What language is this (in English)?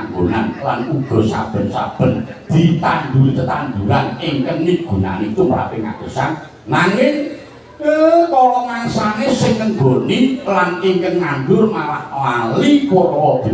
Javanese